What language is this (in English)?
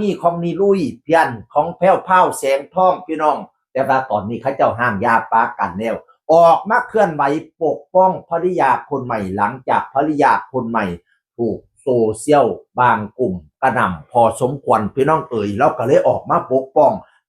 Northeastern Thai